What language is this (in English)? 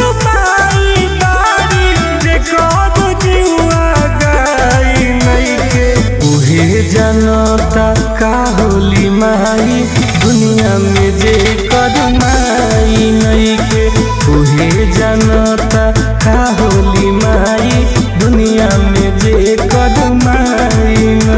Bhojpuri